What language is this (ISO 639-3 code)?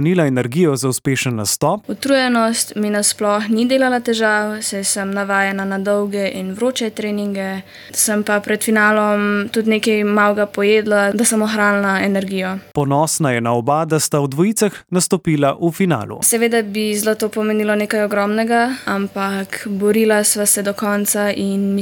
slv